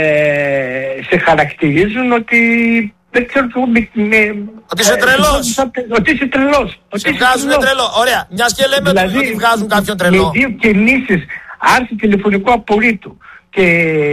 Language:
Greek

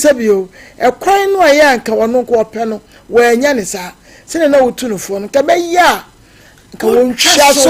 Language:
Akan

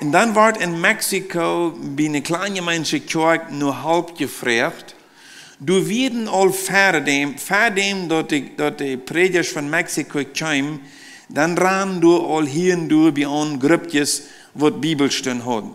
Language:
Plautdietsch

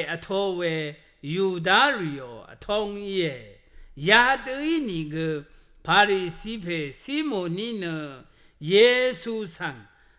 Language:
Rawang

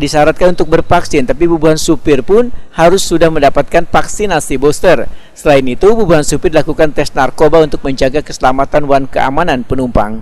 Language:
Banjar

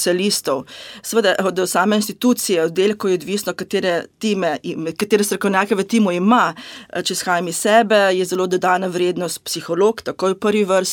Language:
Slovenian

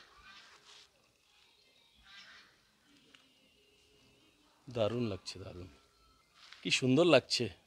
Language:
Bangla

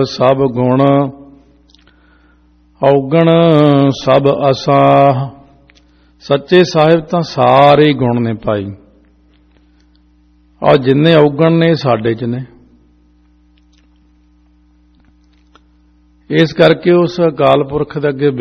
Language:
Punjabi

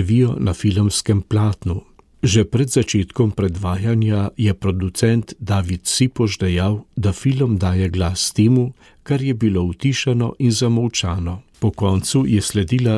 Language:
Slovenian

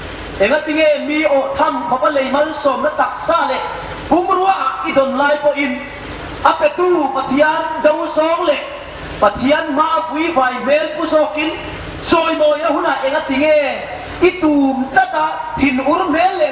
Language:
Hmar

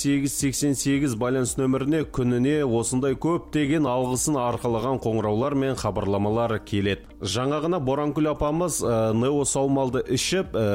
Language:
Kazakh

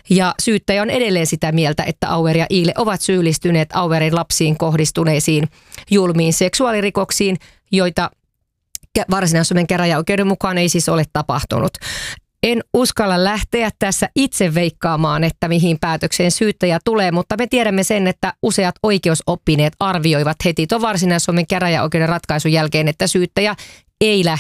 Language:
Finnish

